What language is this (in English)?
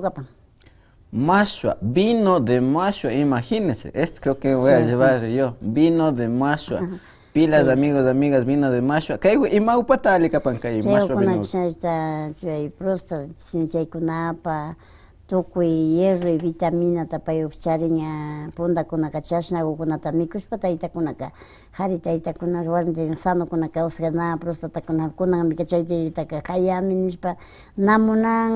Imbabura Highland Quichua